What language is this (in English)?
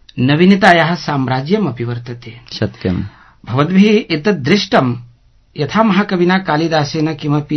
Sanskrit